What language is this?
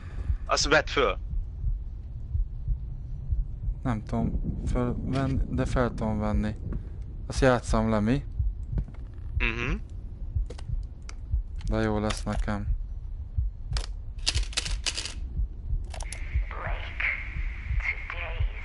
Hungarian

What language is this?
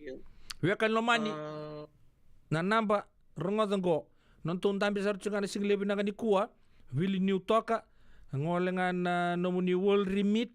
Fijian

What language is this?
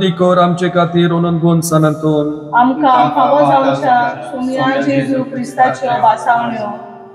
Konkani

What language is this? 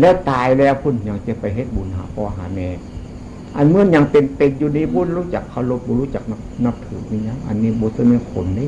Northeastern Thai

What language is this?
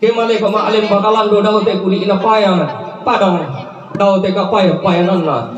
Toraja-Sa'dan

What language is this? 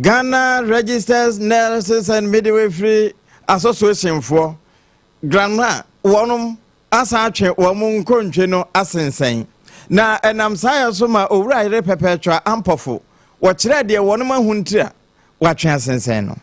Akan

